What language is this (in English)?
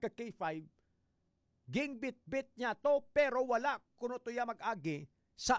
Hiligaynon